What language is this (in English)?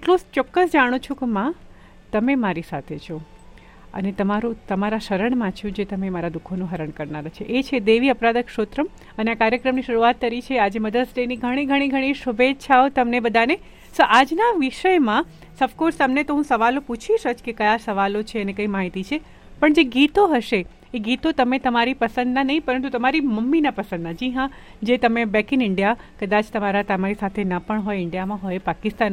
Gujarati